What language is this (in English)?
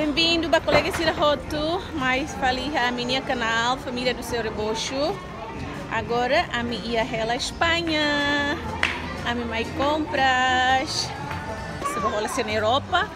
Tetum